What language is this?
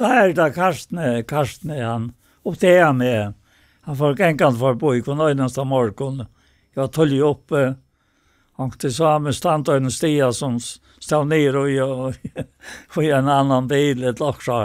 Faroese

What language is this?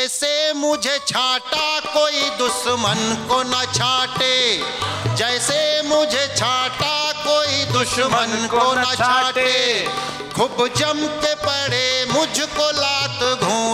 Hindi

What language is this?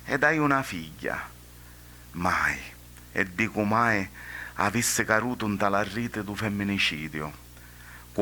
Sicilian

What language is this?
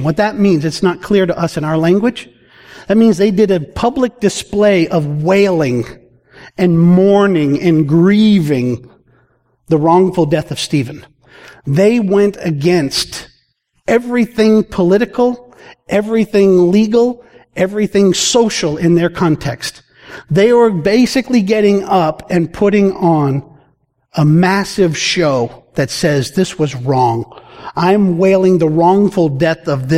English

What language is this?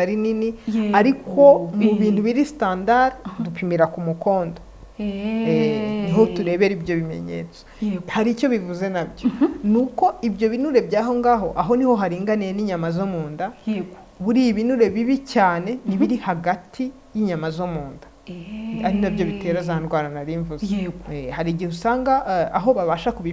Kinyarwanda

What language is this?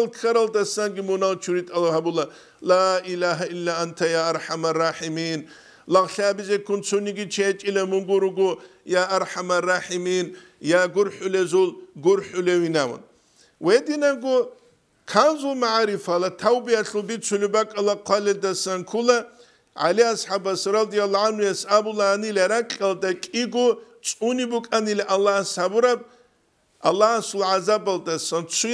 Avaric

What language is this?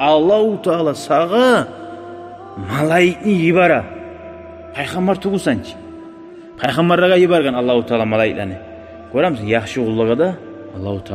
Kumyk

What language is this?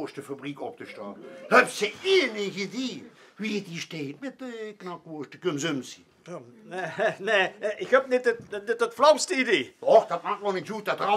Limburgish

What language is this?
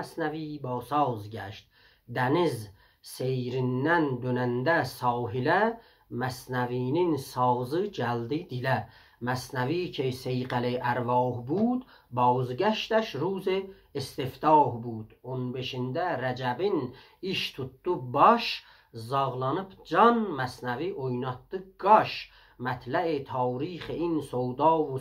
South Azerbaijani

